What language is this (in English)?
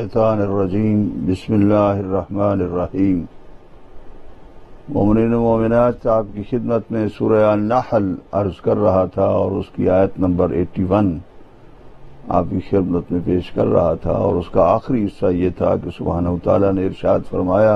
Urdu